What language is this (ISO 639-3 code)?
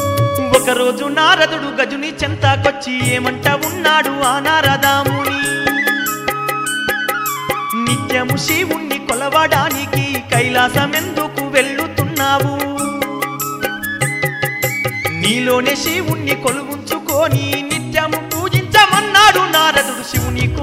tel